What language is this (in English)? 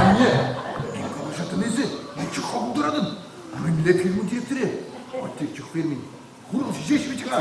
Chuvash